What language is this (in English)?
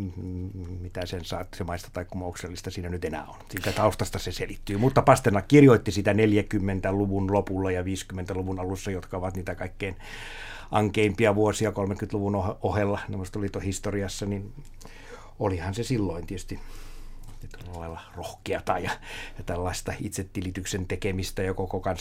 Finnish